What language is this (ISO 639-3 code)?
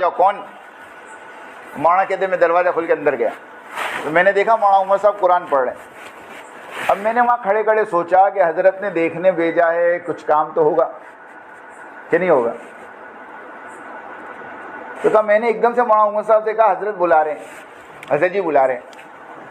urd